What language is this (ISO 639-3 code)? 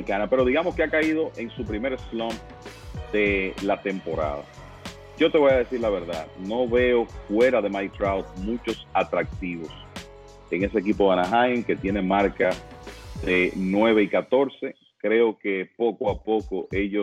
spa